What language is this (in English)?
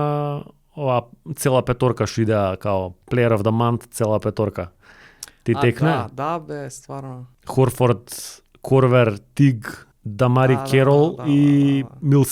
Macedonian